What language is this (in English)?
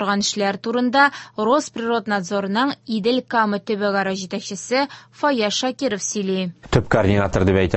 Tatar